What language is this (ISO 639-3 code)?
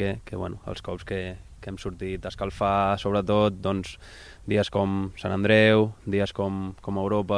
cat